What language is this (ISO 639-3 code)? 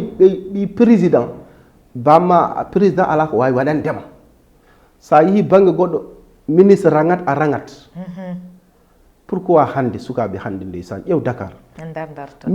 ful